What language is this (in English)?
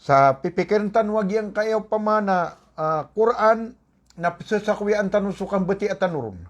Maranao